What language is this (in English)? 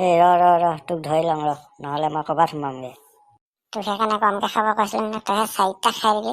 Assamese